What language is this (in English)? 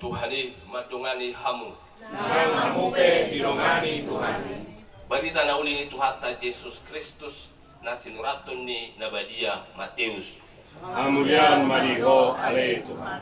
Batak Toba